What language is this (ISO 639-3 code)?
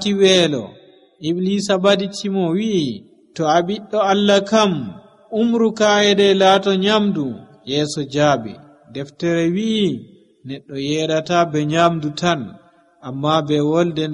fuv